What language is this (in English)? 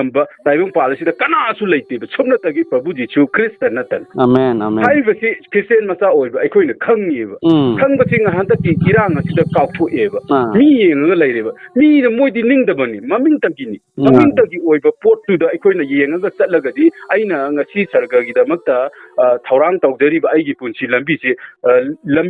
Manipuri